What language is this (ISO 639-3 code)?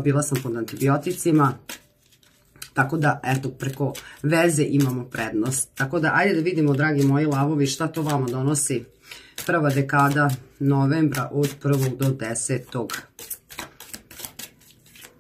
srp